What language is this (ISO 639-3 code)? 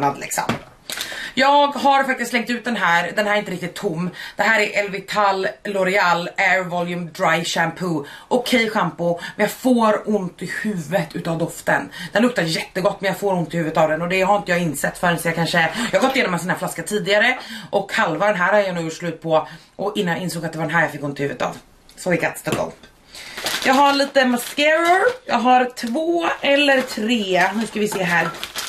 swe